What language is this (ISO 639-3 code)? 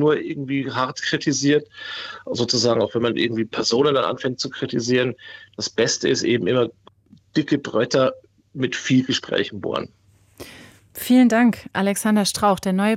deu